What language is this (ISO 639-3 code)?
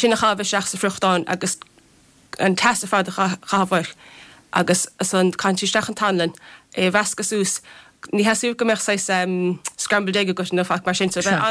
gle